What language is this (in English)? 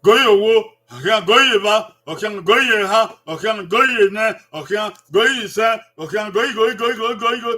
Bini